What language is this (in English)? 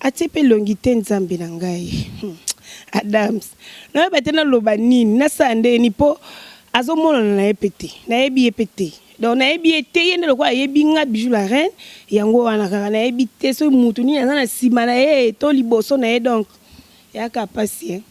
Lingala